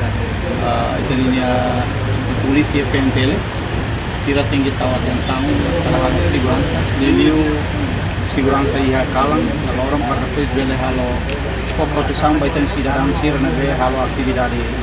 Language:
Tetum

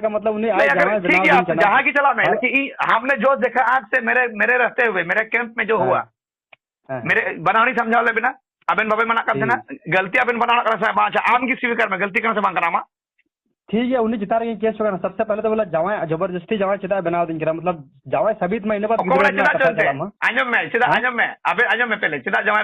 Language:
Santali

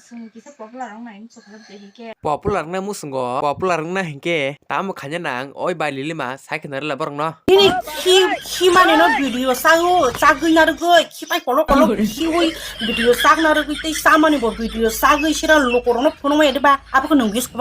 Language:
Kok Borok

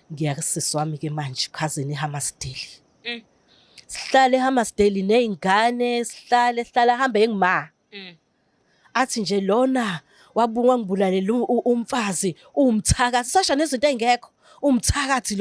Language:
Zulu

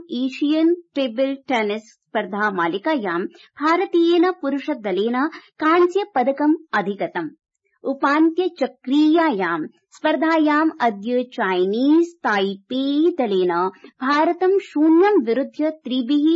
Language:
Sanskrit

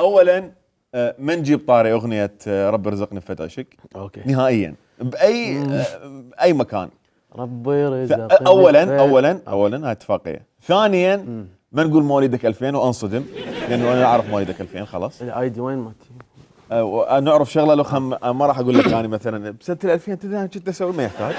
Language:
Mesopotamian Arabic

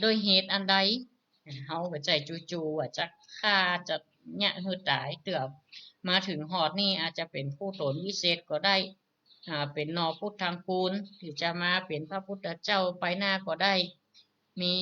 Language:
Northern Thai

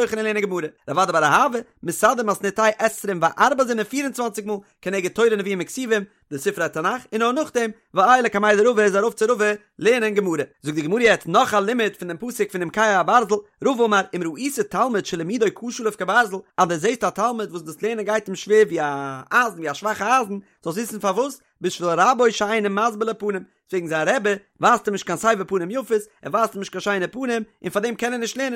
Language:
Yiddish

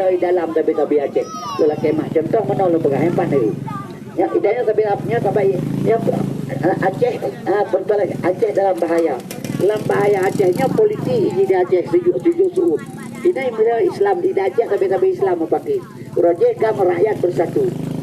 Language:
Achinese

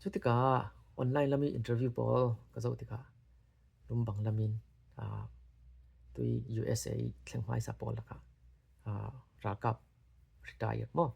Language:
Falam Chin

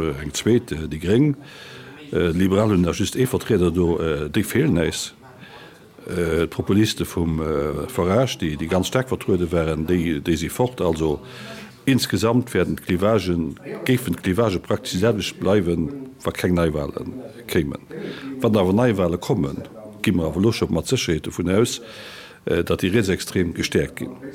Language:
Luxembourgish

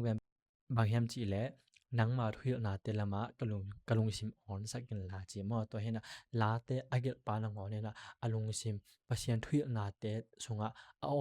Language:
Tedim Chin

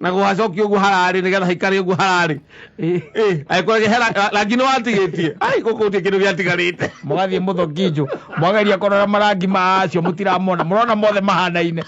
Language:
Kikuyu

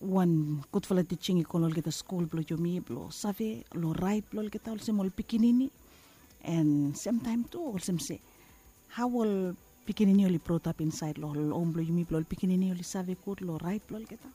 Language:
Bislama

